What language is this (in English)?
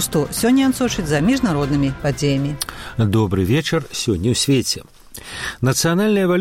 Belarusian